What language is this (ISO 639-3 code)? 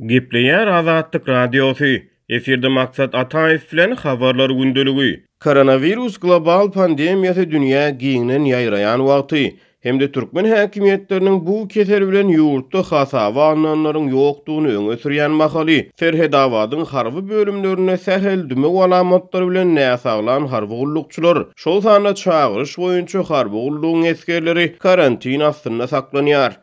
tuk